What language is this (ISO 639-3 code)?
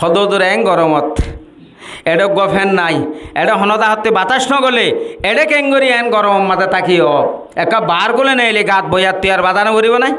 rhg